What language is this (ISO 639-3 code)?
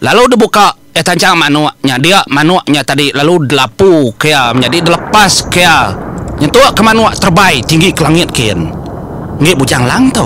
iba